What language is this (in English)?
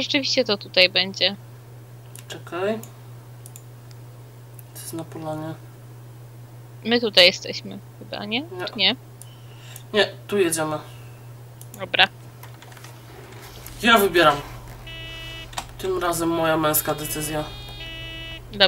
Polish